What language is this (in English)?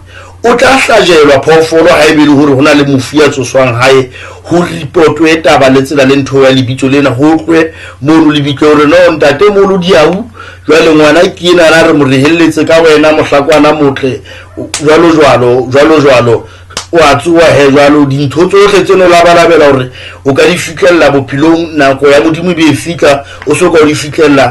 Southern Sotho